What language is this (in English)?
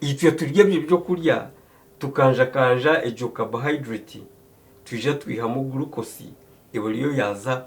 Nyankole